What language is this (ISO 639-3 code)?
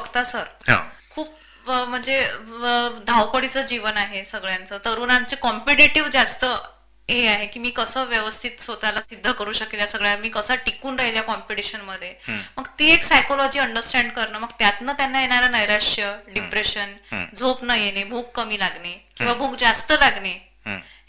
mar